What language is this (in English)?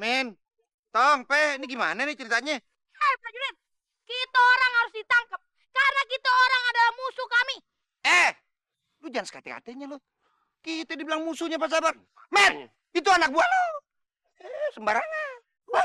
Betawi